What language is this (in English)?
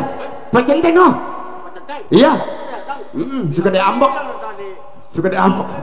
Betawi